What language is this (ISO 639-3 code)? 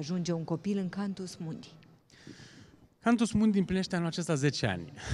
ron